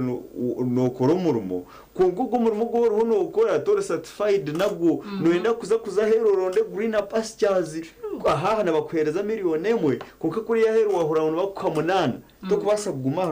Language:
Nyankole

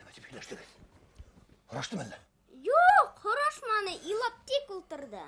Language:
Bashkir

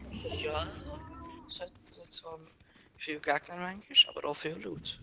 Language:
Swiss German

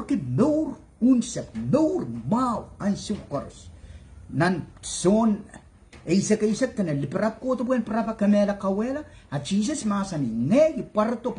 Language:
Pohnpeian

